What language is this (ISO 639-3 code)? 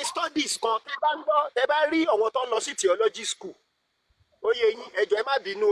yor